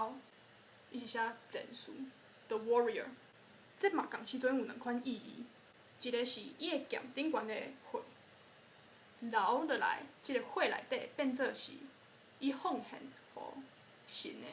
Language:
Min Nan Chinese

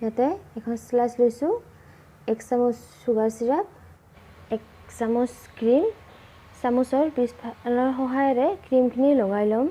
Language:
Assamese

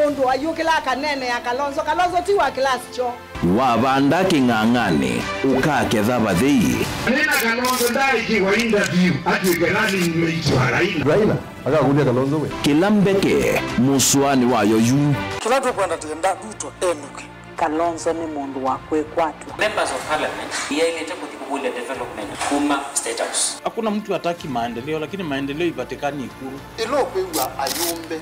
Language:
Kamba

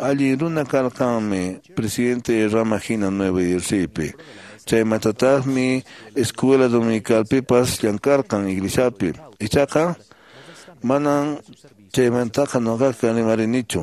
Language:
Quechua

